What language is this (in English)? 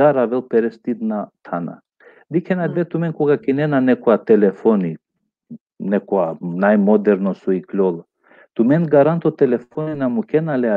Balkan Romani